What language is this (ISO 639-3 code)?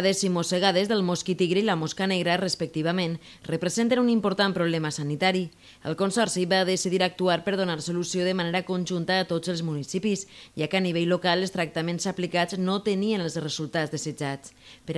cat